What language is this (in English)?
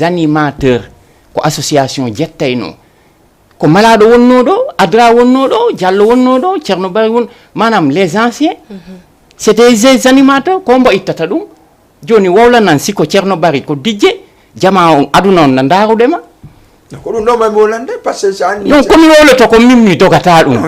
Fula